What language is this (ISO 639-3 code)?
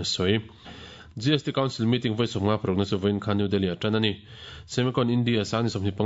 lus